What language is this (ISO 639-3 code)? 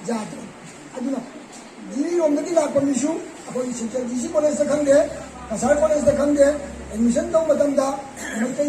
mni